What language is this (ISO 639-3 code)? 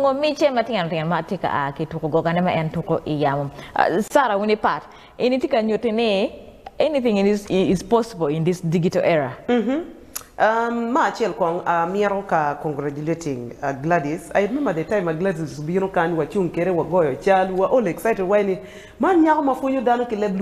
ach